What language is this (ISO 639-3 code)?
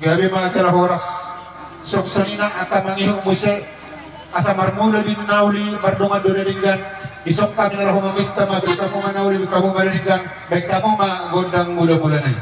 bbc